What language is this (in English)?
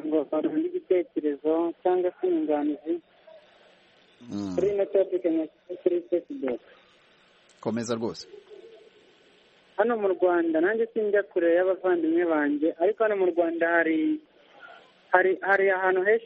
Kinyarwanda